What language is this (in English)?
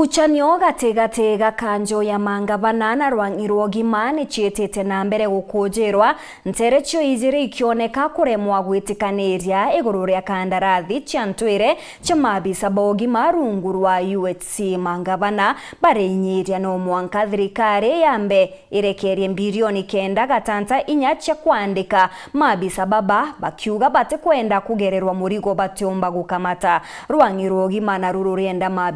Meru